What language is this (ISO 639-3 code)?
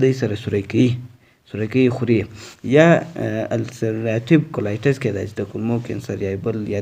pus